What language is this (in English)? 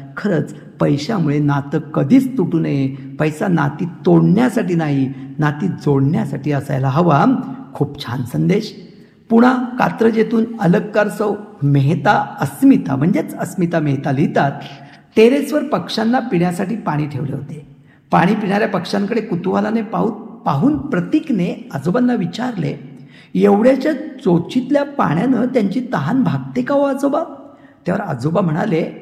Marathi